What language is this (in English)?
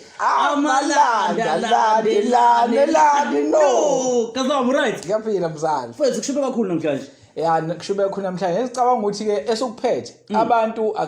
Zulu